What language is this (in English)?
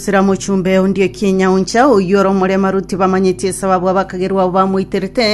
Gusii